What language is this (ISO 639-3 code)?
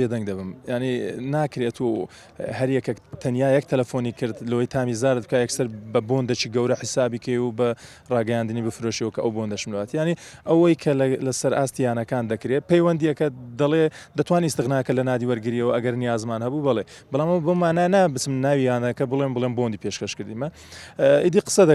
ckb